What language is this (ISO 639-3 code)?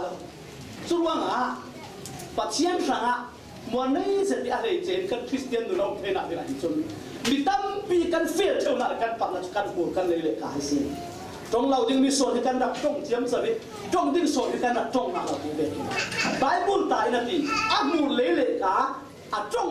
cfm